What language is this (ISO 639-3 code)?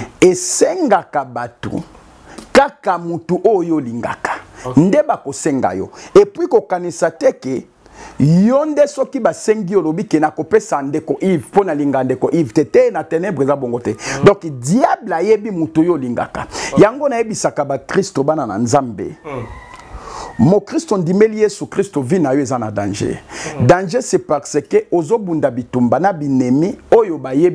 lin